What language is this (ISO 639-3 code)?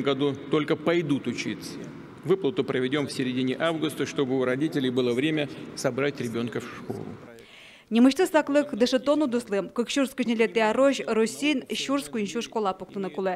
udm